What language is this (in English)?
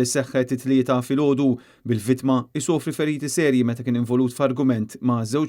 Maltese